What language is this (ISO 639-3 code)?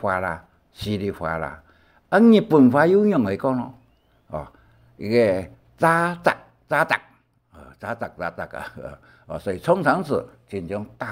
hak